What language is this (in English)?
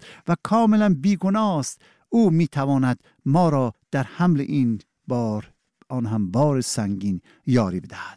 Persian